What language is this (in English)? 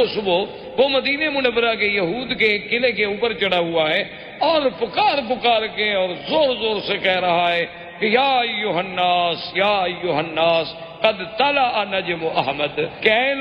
Urdu